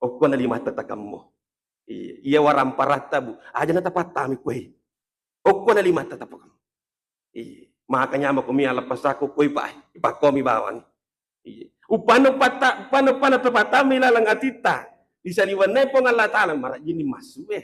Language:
Buginese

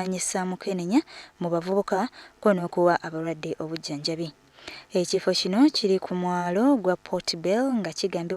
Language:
Ganda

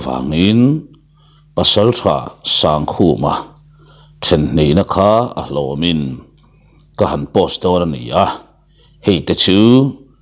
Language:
Mizo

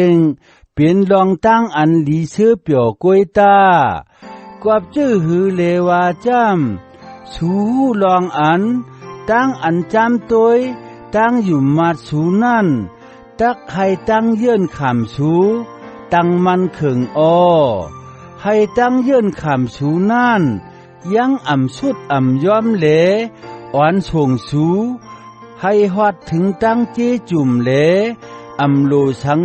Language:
Shan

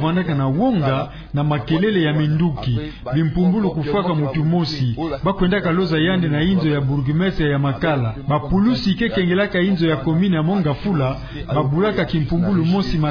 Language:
Kituba (Democratic Republic of Congo)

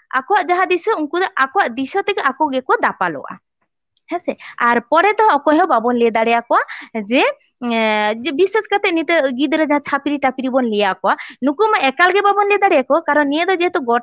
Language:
Santali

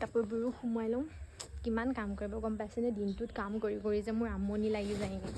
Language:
Assamese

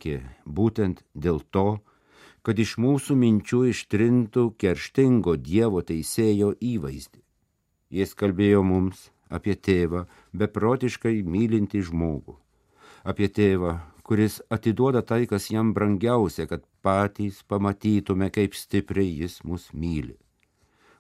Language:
Lithuanian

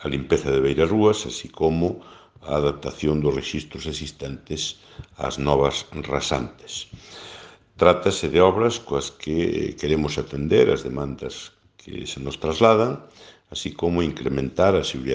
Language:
Galician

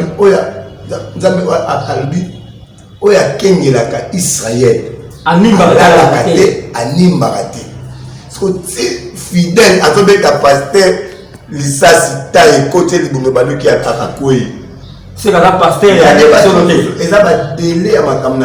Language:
Lingala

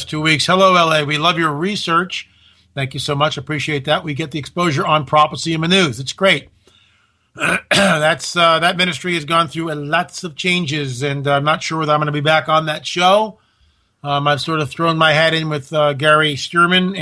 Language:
English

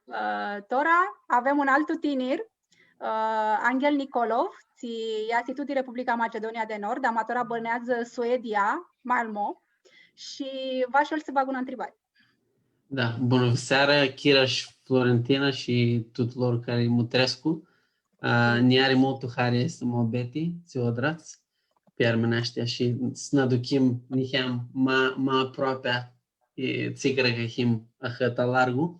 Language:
Aromanian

